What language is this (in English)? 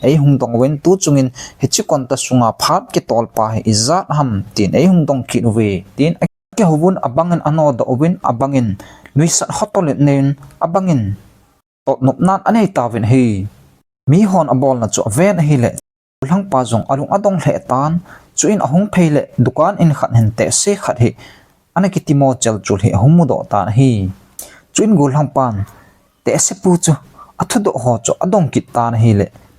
Thado Chin